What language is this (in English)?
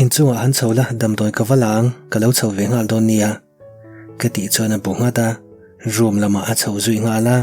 Mizo